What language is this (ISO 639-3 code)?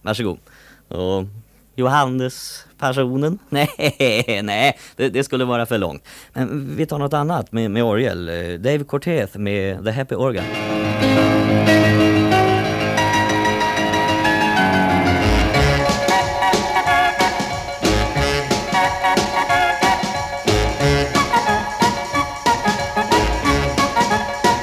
swe